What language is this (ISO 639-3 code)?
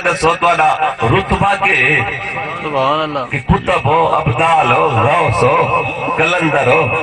skr